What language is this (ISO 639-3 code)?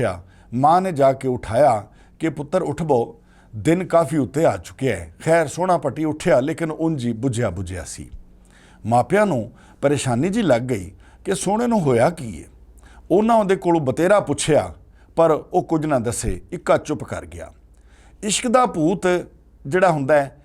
lah